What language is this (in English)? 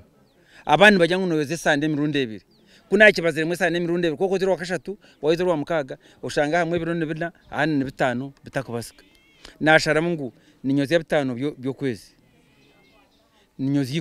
Kinyarwanda